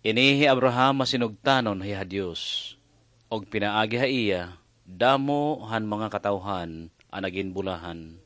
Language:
Waray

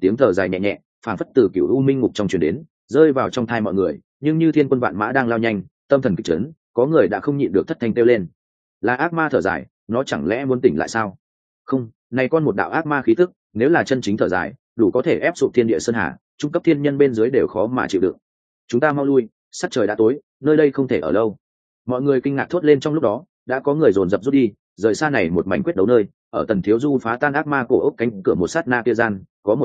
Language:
Vietnamese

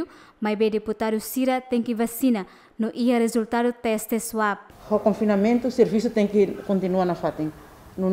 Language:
Tetum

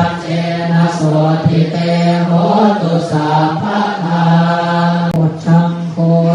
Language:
Pali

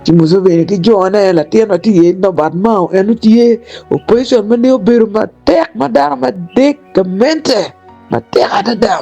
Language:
Acoli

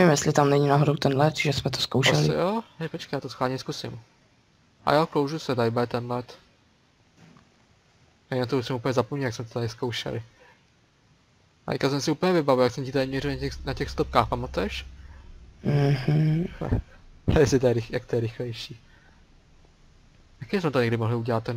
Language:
Czech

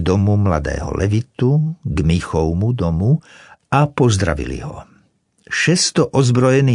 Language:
Slovak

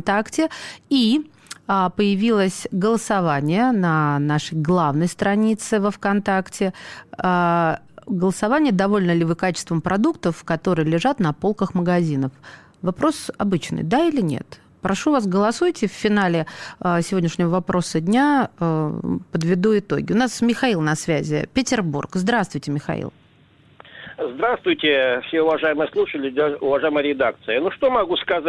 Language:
Russian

